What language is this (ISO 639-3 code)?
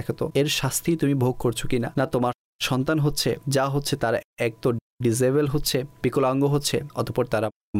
ben